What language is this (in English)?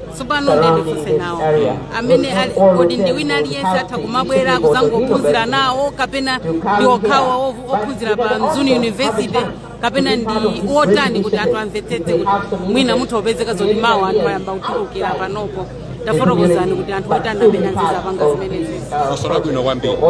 Nyanja